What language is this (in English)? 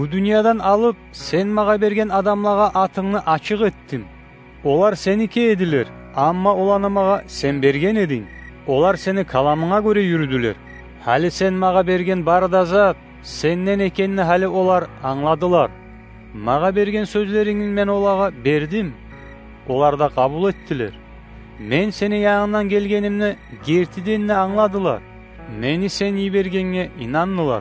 Kumyk